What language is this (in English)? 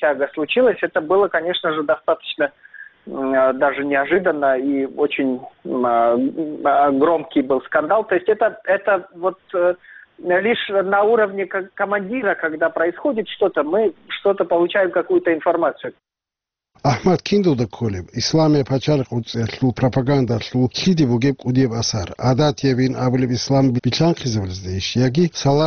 Avaric